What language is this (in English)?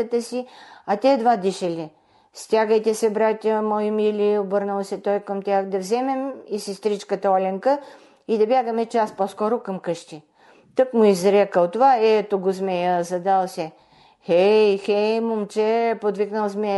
Bulgarian